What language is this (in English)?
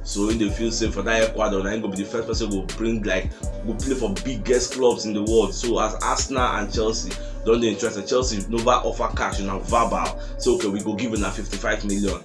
Nigerian Pidgin